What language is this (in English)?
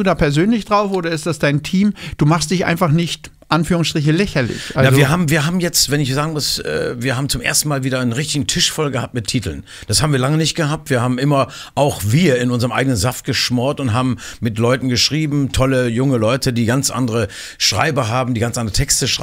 German